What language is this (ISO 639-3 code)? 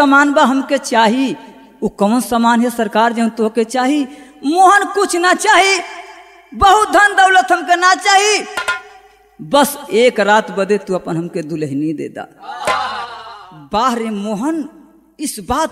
bho